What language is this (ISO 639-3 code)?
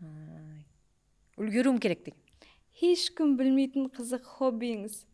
kaa